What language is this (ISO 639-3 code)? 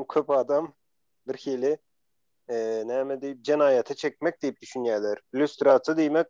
tuk